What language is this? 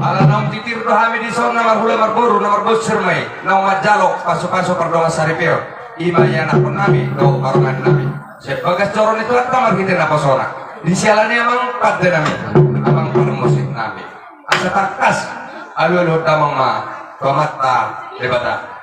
Batak Toba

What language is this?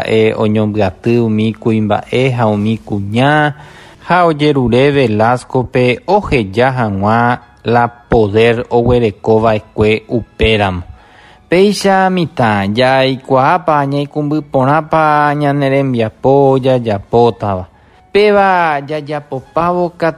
Guarani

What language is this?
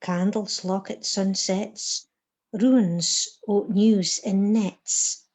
Scots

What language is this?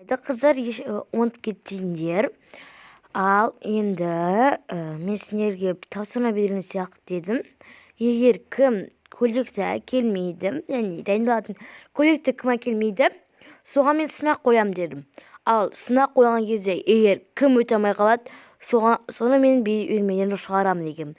Kazakh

